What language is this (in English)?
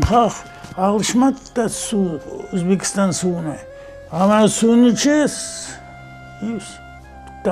Crimean Tatar